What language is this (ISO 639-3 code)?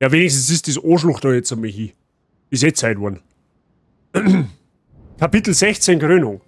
bar